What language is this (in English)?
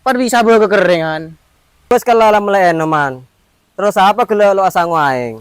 Madurese